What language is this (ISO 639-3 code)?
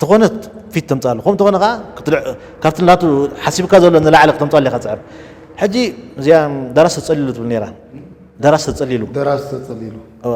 tir